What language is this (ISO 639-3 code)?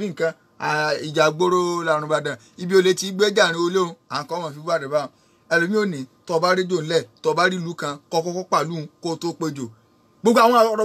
yor